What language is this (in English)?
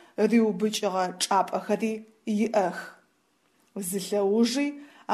Adyghe